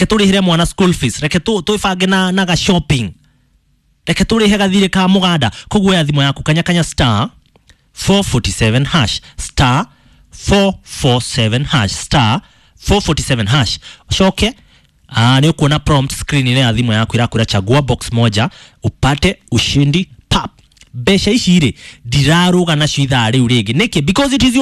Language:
Kikuyu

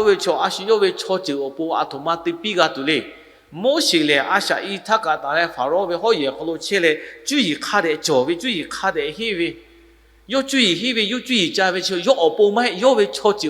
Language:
Lahu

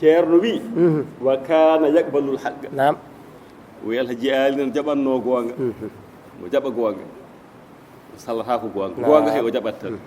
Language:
Fula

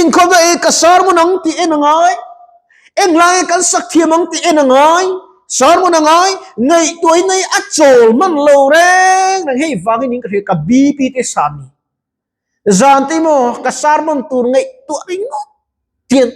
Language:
Mizo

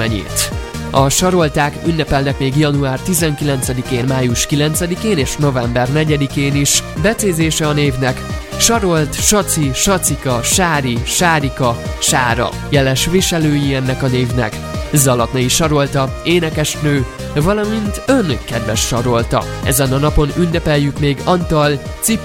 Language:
Hungarian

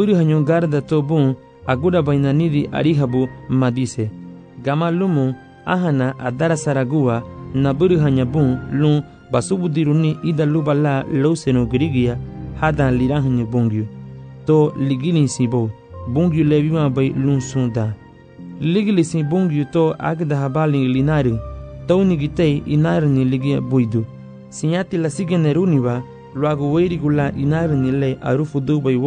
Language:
Garifuna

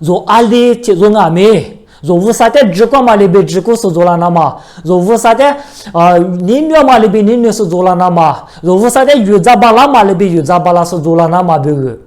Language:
Lisu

